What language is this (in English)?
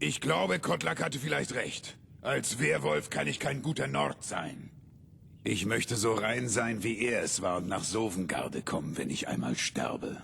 Bavarian